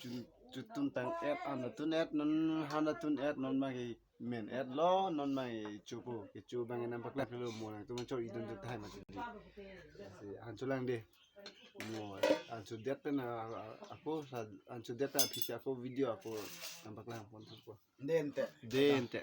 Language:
Karbi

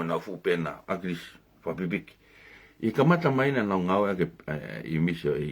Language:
Tongan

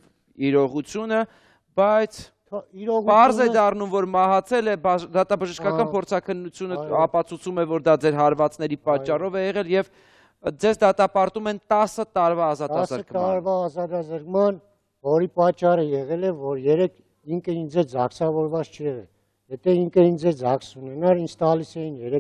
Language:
Armenian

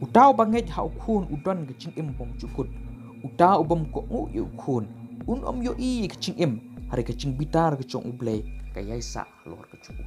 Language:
Khasi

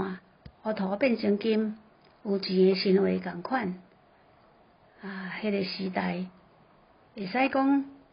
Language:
Min Nan Chinese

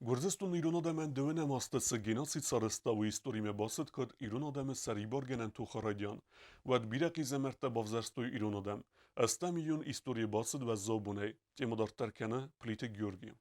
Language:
Ossetic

